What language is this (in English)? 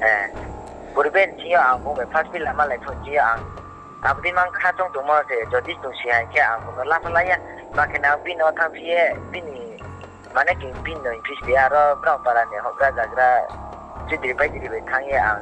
Riang (India)